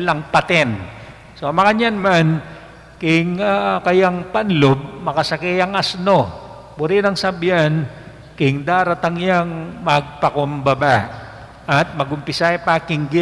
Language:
Pampanga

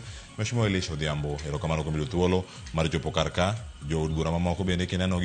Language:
Luo (Kenya and Tanzania)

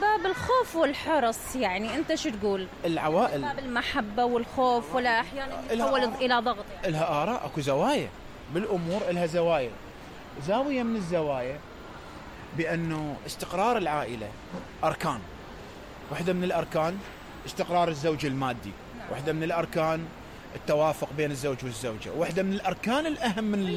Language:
Mesopotamian Arabic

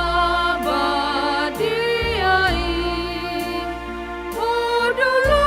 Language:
Batak Toba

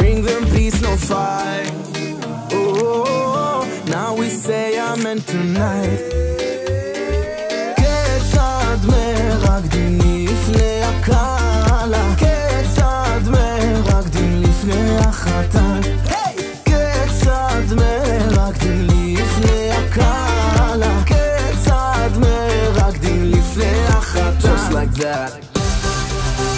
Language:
Hebrew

